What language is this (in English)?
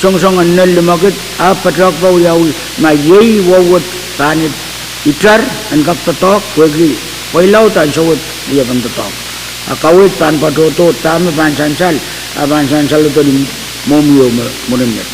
Pohnpeian